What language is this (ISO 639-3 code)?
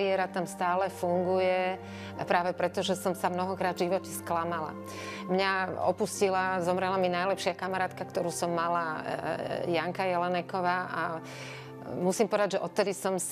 slk